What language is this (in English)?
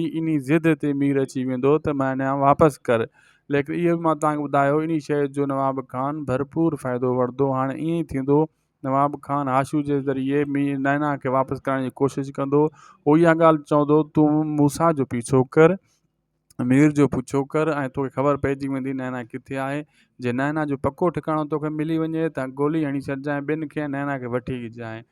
Sindhi